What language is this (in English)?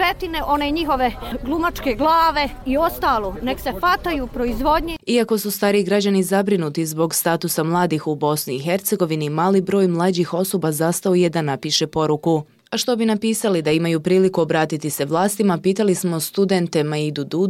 Bosnian